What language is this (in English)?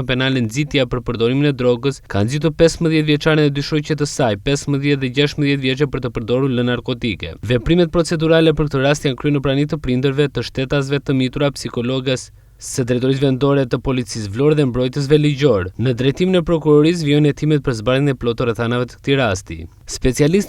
Albanian